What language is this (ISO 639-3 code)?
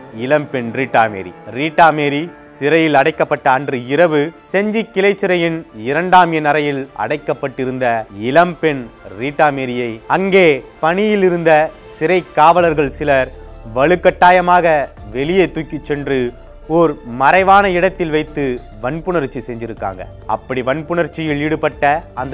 tam